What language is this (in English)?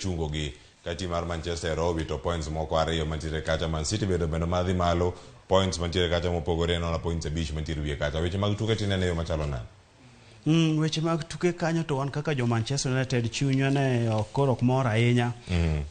Luo (Kenya and Tanzania)